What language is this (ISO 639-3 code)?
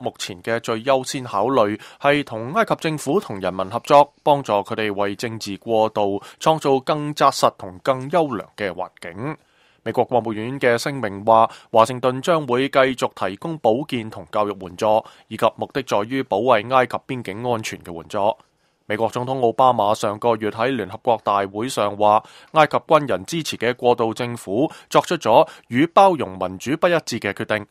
yue